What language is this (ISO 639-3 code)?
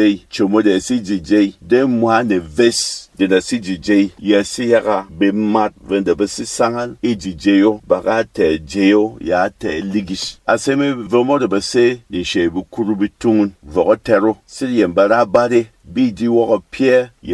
bom